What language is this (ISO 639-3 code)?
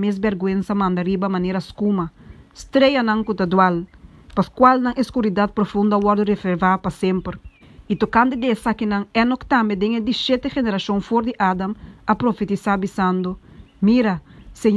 pap